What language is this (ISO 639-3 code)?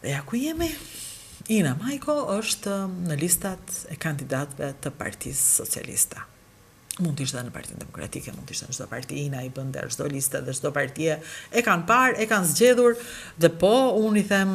sqi